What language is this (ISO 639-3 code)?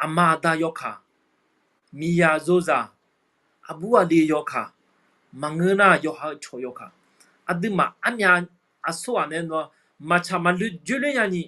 ahk